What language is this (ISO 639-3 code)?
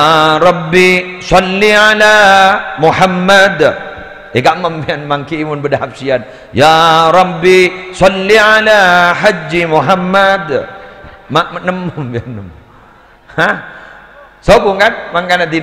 mad